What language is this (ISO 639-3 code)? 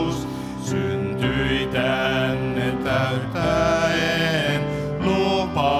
fin